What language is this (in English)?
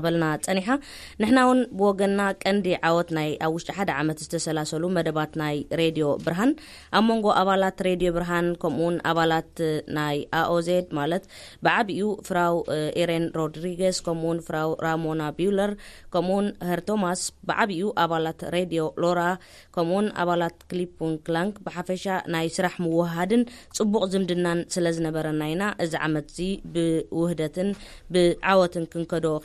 Tigrinya